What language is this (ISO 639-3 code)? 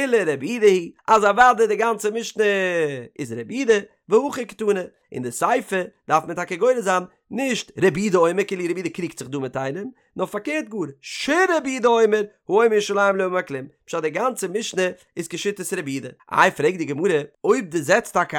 yid